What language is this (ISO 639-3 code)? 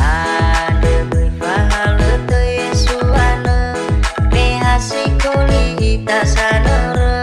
nia